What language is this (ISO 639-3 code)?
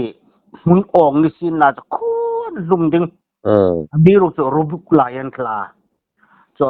hmr